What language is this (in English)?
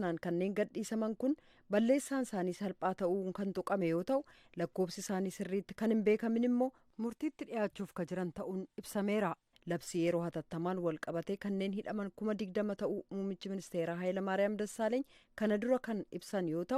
Oromo